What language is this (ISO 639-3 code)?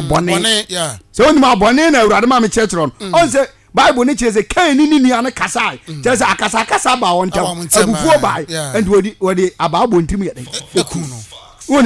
aka